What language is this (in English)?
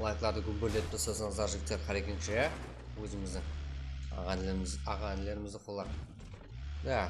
Kara-Kalpak